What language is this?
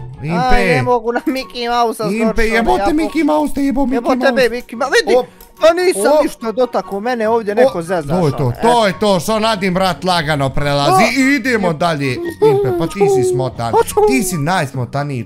Bosnian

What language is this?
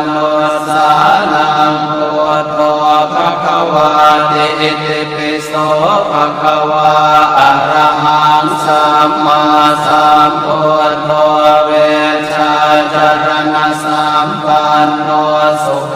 Pali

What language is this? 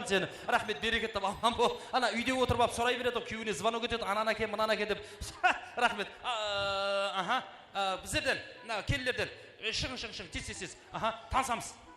Kara-Kalpak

